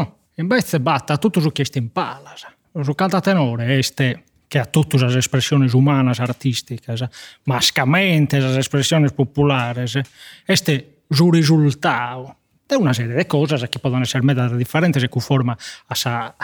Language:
Sardinian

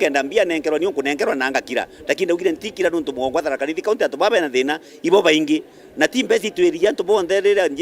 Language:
Meru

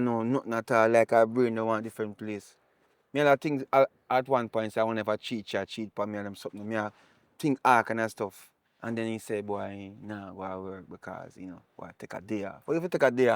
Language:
Jamaican Creole English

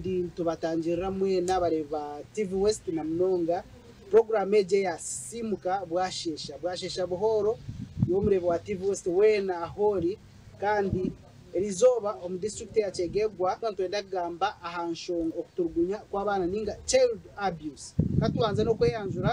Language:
Nyankole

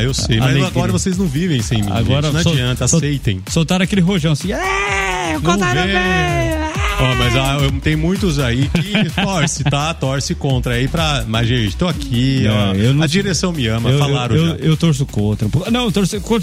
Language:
Portuguese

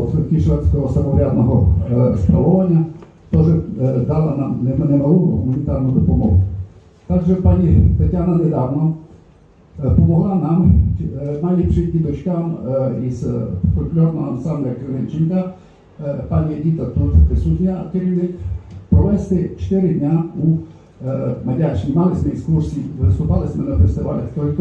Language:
Rusyn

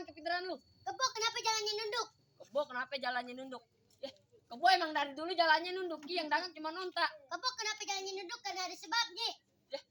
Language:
Betawi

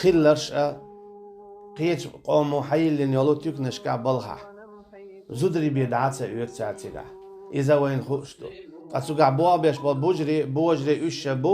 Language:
Chechen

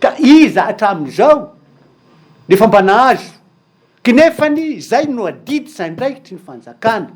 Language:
Malagasy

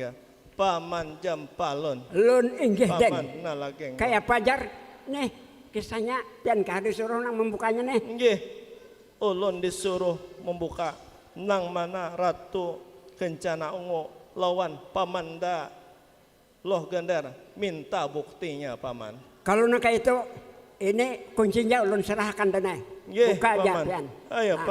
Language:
Banjar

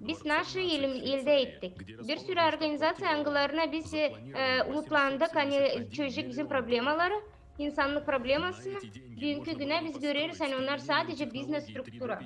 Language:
Gagauz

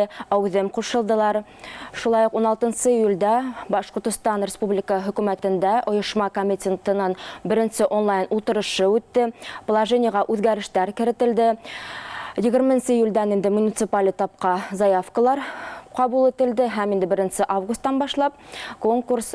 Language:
Bashkir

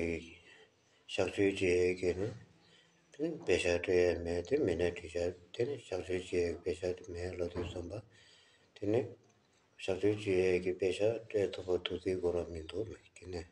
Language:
Tibetan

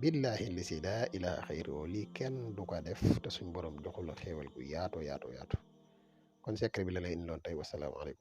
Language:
Wolof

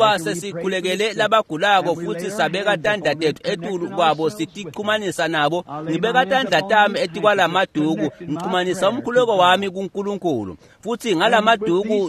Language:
Swati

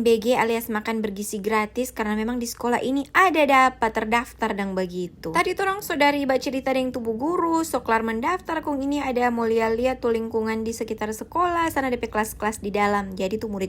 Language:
Manado Malay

